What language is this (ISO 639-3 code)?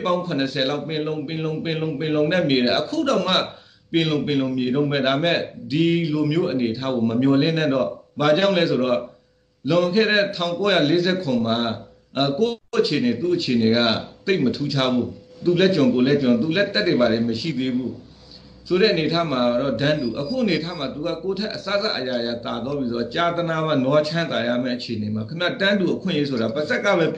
mya